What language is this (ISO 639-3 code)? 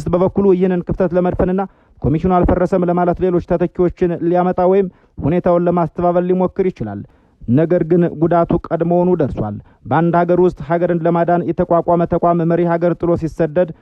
amh